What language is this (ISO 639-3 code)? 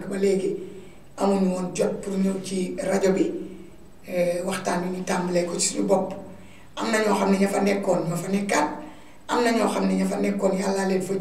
wol